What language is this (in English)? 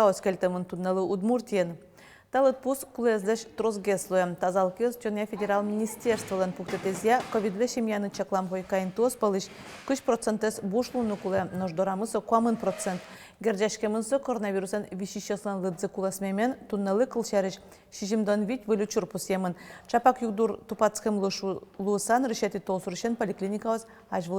Udmurt